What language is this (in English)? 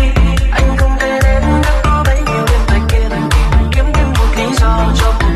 Vietnamese